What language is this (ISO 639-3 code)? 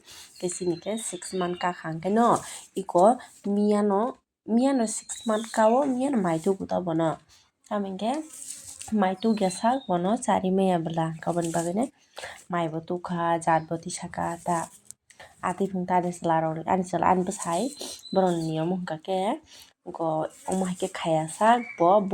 trp